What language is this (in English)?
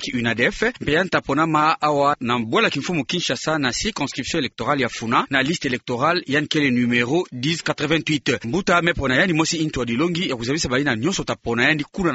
Kituba (Democratic Republic of Congo)